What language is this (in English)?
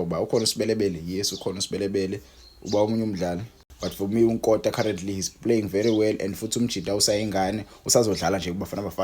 Zulu